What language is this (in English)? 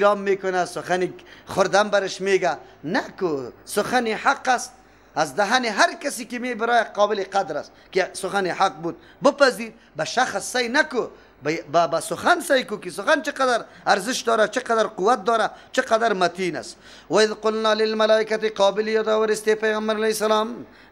Persian